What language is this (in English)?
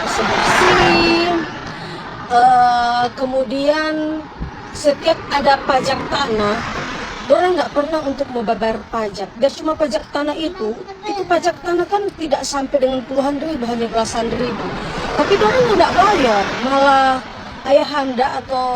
Manado Malay